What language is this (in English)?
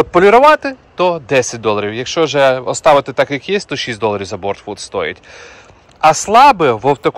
Ukrainian